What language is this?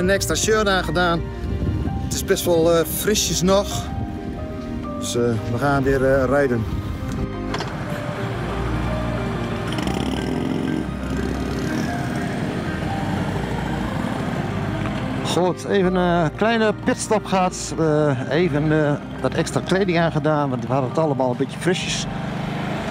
Dutch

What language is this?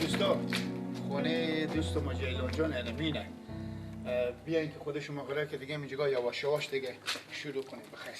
Persian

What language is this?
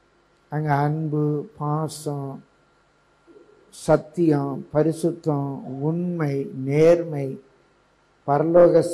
Tamil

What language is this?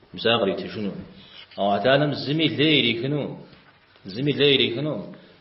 Kabardian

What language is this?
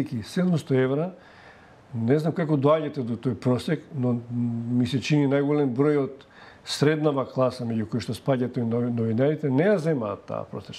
Macedonian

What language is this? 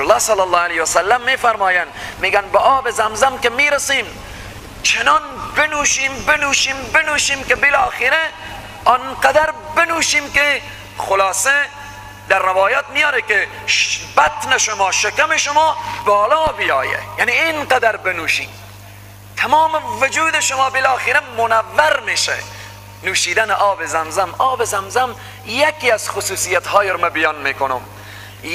Persian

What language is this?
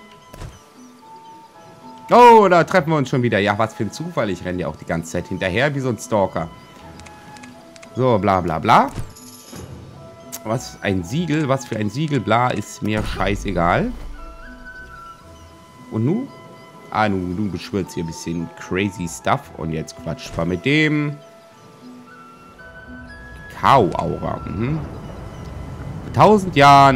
German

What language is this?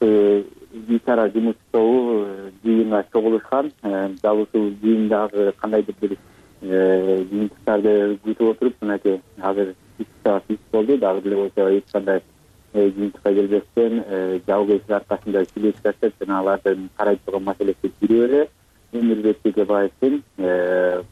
Kyrgyz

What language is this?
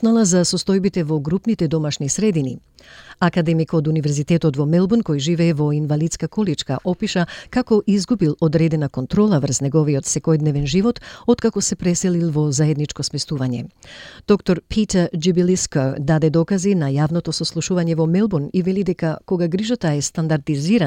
Macedonian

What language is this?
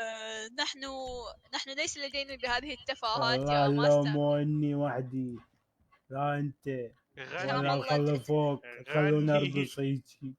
Mesopotamian Arabic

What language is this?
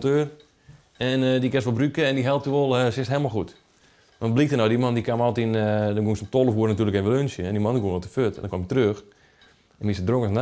Western Frisian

